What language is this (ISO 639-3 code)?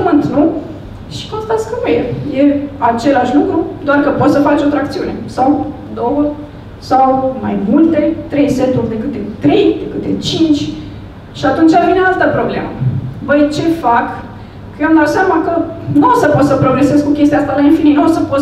ron